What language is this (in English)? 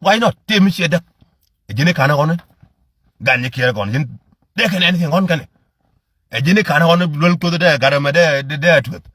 Nuer